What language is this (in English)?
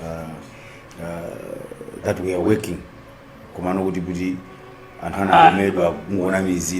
Nyanja